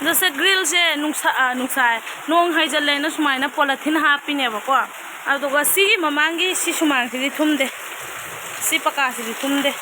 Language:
Manipuri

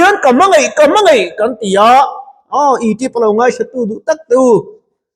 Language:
Mizo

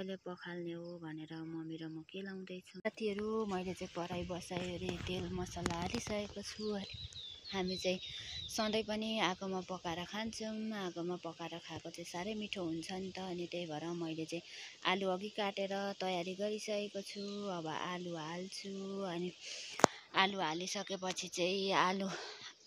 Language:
Nepali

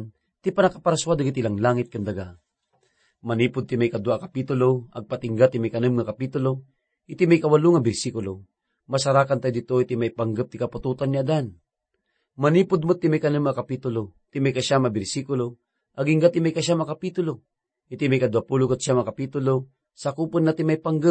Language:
Iloko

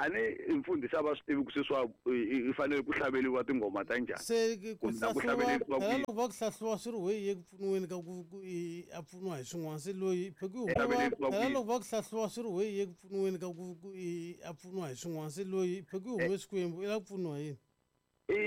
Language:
Tsonga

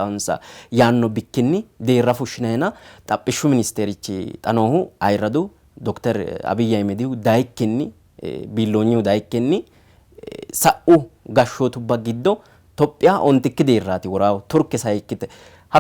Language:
Sidamo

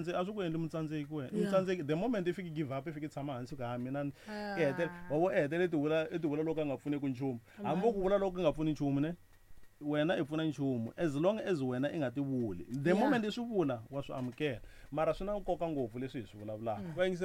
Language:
Tsonga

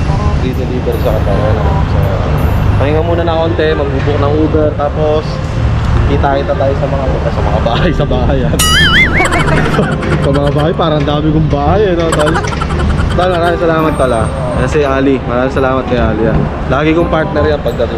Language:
Filipino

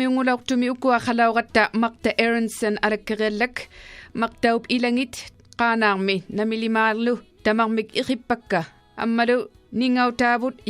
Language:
Kalaallisut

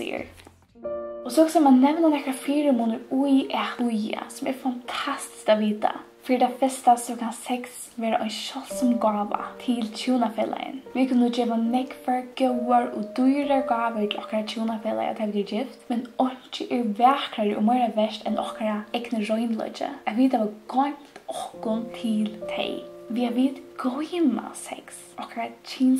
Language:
Faroese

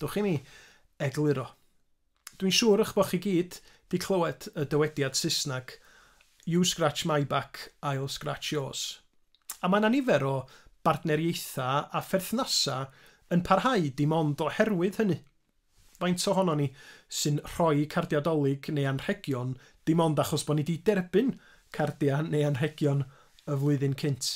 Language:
Welsh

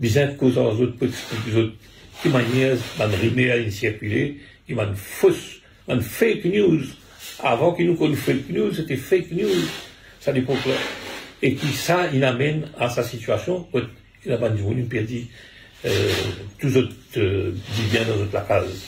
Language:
Morisyen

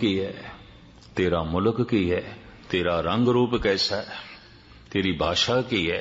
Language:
Punjabi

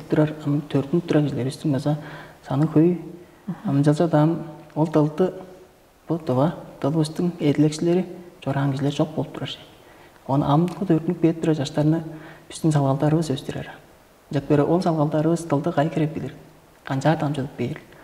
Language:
Tuvinian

